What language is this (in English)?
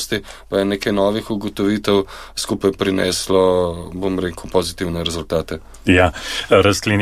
Slovenian